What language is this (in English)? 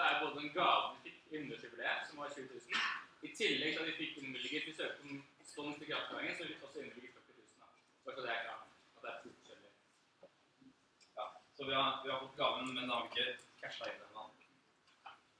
Norwegian